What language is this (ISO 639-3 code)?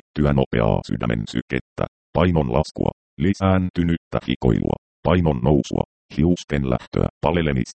fin